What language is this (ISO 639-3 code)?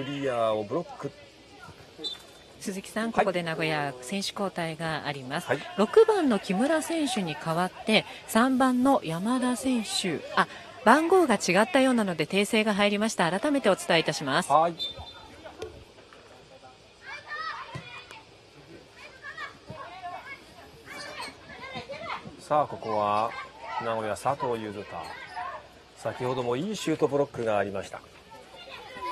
jpn